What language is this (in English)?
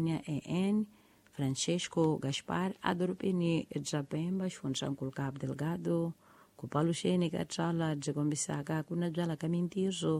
Tsonga